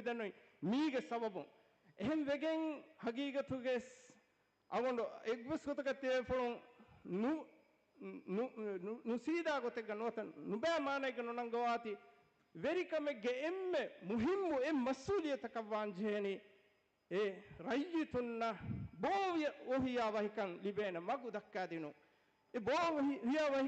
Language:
Divehi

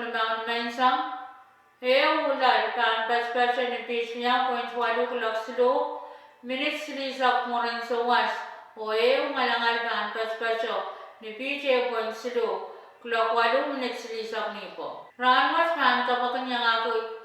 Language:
Pohnpeian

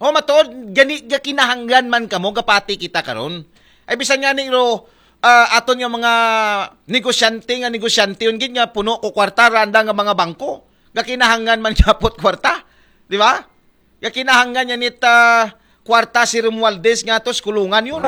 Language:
Aklanon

